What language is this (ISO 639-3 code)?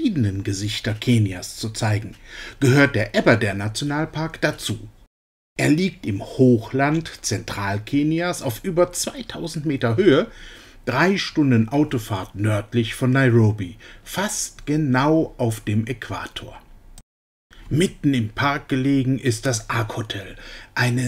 deu